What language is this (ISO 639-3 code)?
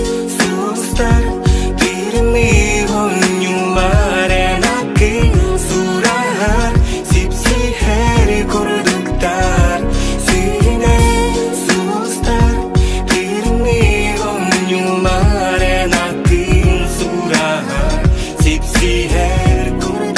sah